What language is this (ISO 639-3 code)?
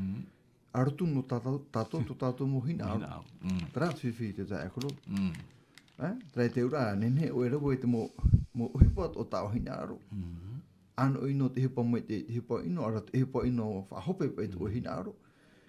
tah